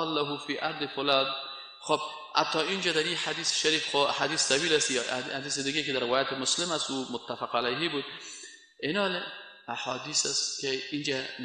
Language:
Persian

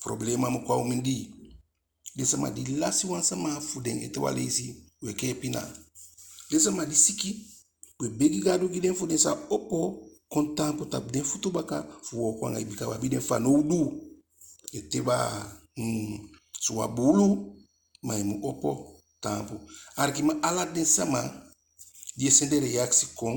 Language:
Eastern Maroon Creole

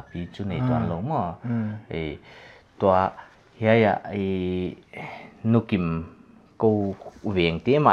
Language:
Paite Chin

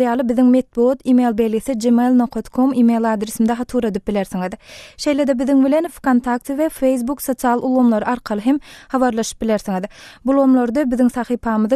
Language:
Turkmen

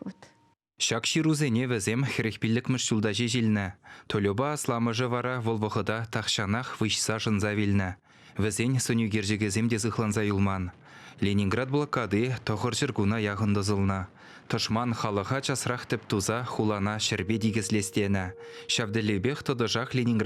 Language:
Chuvash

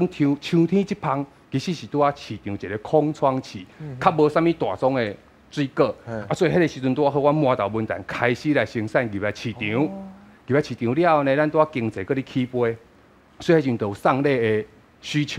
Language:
Min Nan Chinese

